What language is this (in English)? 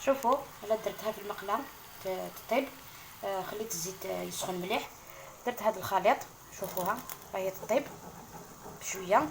Algerian Arabic